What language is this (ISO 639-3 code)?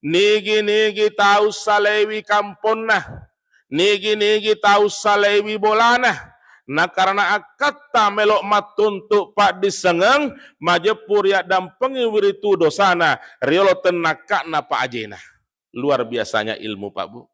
bug